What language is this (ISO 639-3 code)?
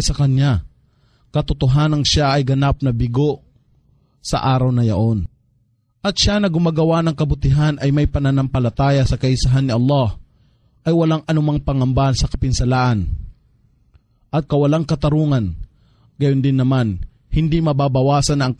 fil